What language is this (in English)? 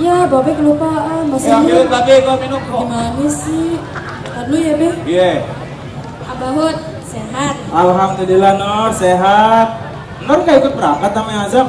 Betawi